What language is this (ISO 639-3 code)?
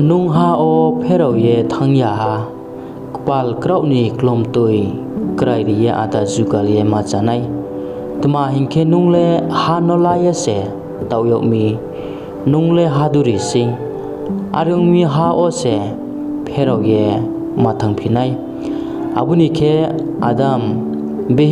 ria